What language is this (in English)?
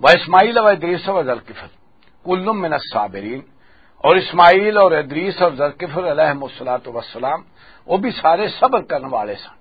Western Panjabi